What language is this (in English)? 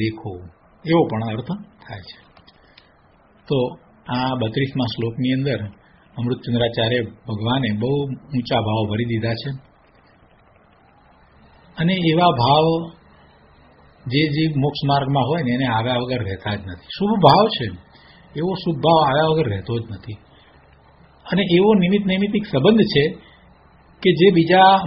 Gujarati